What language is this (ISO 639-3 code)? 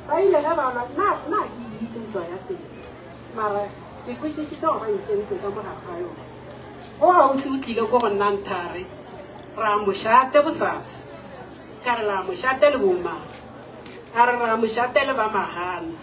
nso